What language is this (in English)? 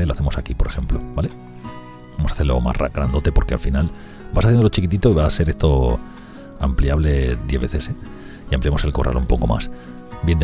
Spanish